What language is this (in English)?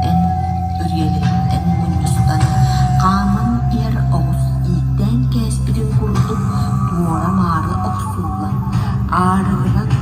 Yakut